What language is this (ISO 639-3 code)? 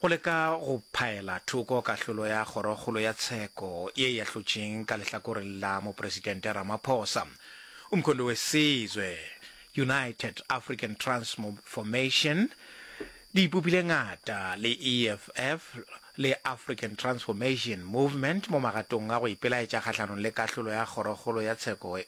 nso